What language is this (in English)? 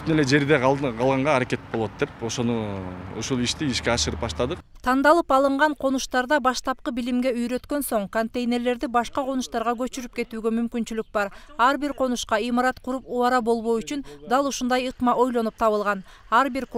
Kyrgyz